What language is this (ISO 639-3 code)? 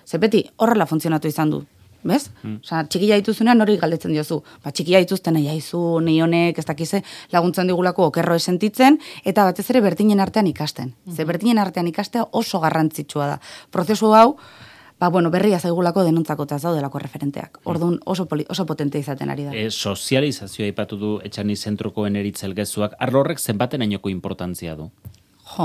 eus